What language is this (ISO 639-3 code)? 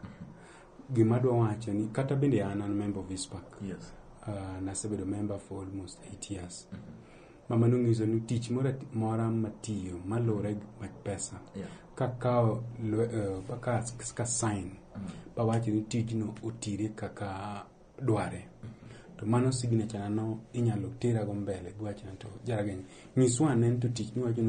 luo